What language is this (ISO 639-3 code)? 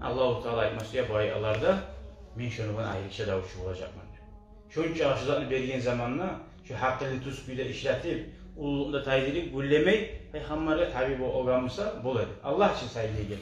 kum